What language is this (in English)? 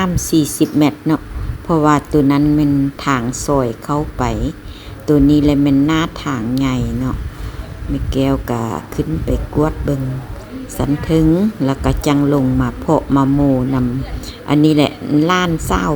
Lao